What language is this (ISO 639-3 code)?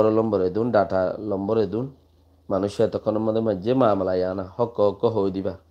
rhg